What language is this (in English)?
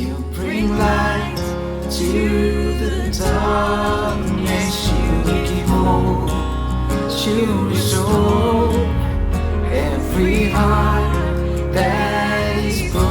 Morisyen